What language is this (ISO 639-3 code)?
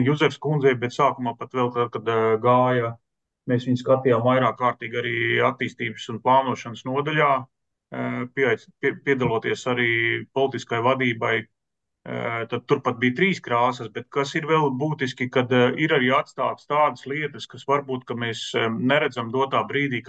lav